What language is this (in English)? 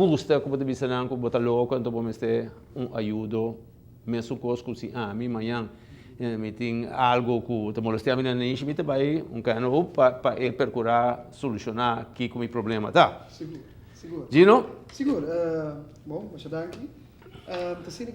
Papiamento